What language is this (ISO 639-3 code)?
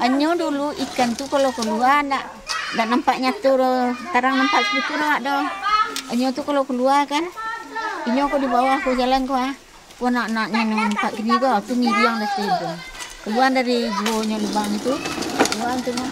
min